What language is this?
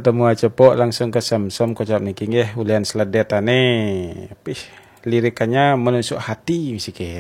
Balinese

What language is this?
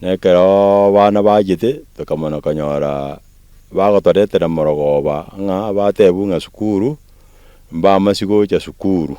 Gusii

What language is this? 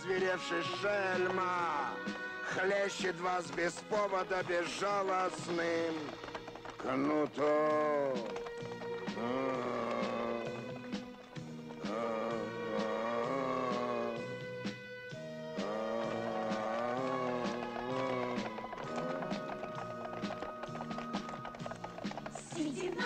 Russian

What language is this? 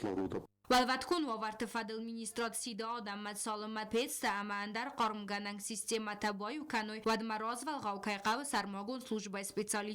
Ossetic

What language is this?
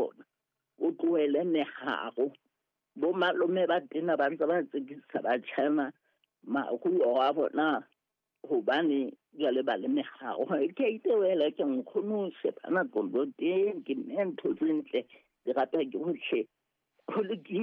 Southern Sotho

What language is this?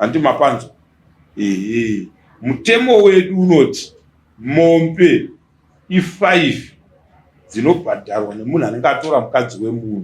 Shona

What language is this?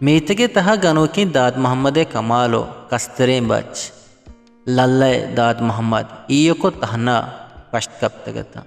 Eastern Balochi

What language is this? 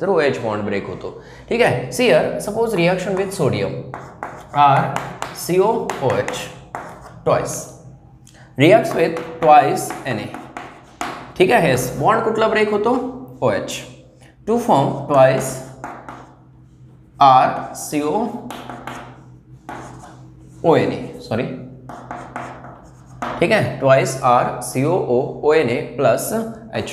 Marathi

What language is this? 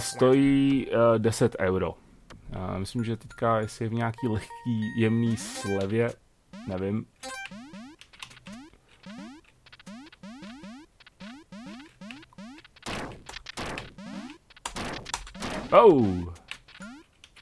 Czech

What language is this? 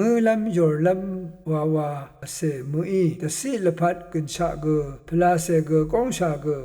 Rawang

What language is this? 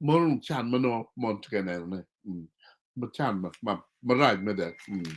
Acoli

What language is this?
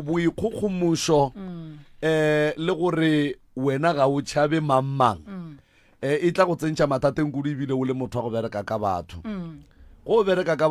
Northern Sotho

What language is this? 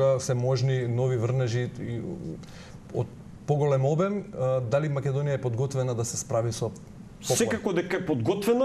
Macedonian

